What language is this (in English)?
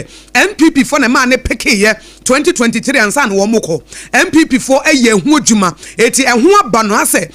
Akan